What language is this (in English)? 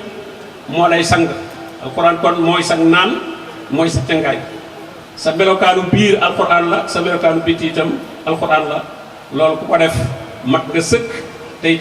Wolof